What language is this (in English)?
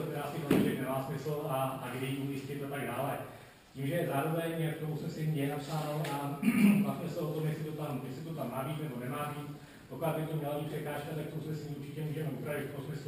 Czech